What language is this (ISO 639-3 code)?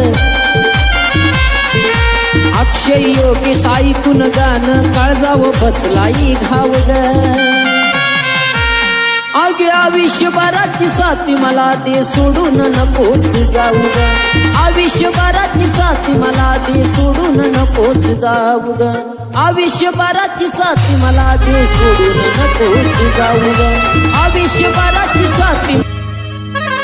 mar